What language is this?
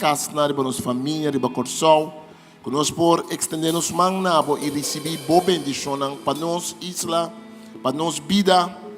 Papiamento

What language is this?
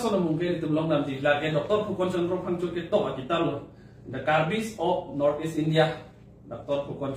Karbi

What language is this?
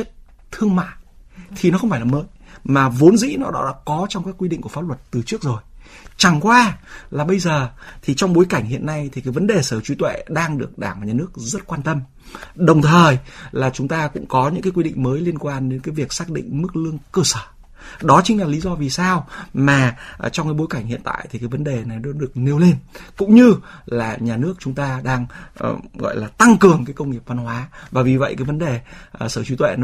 Vietnamese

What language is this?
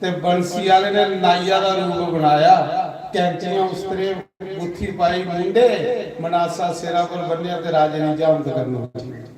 Dogri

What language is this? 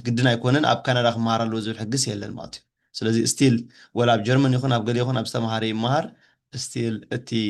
Tigrinya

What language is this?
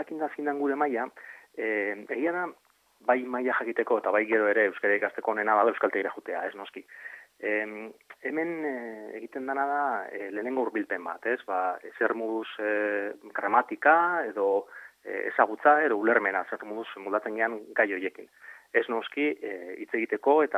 Basque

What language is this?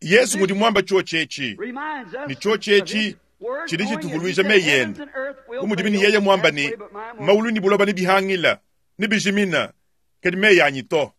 Luba-Lulua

